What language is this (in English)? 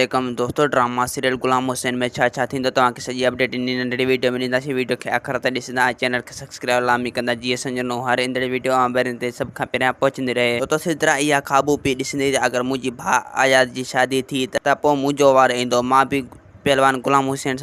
Sindhi